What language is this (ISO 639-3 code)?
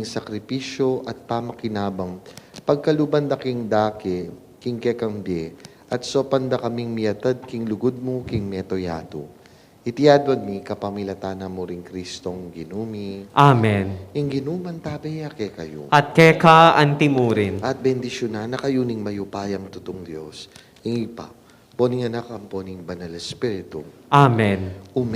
pam